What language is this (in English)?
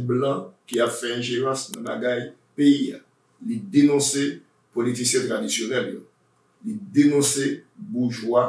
Haitian Creole